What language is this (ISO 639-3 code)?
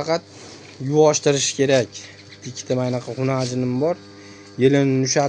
uzb